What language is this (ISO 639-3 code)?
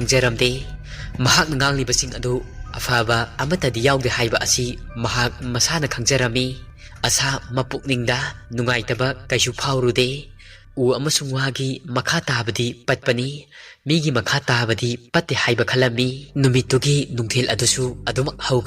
mni